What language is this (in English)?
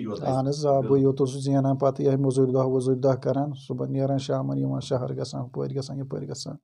Kashmiri